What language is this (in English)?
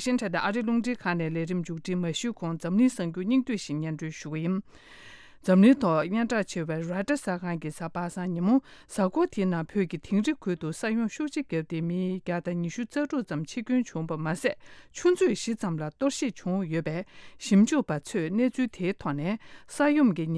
Tibetan